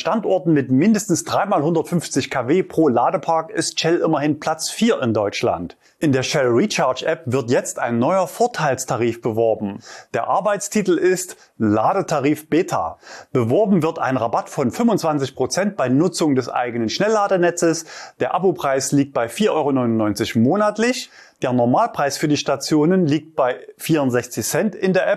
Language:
German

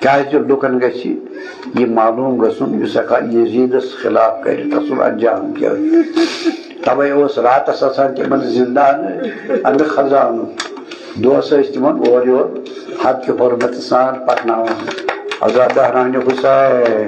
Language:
Kashmiri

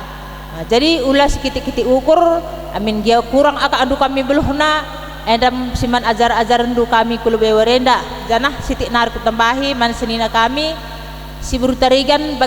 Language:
Batak Karo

